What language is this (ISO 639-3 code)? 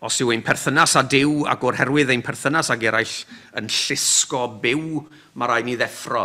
cym